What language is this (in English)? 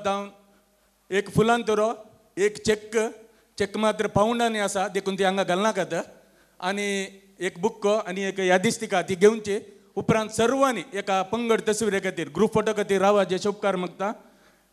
Konkani